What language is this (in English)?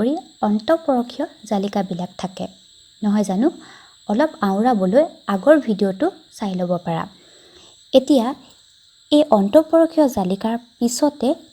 Assamese